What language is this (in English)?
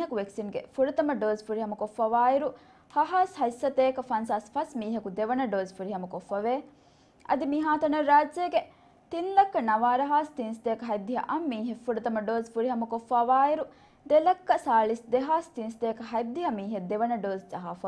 Divehi